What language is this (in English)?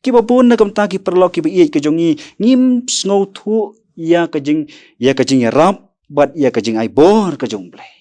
Khasi